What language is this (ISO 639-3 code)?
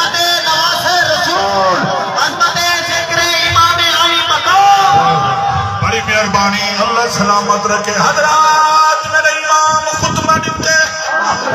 skr